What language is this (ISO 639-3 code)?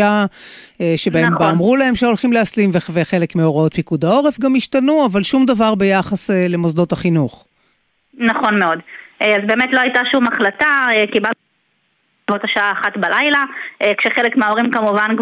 heb